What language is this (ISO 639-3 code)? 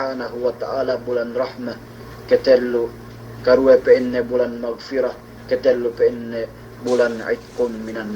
yka